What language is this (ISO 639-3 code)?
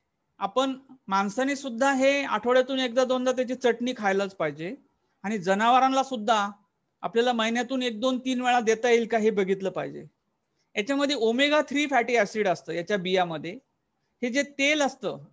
mar